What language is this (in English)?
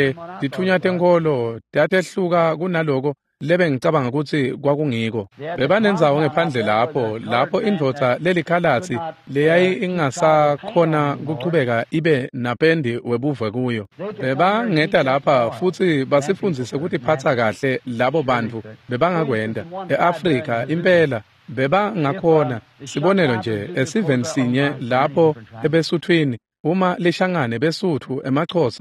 Swati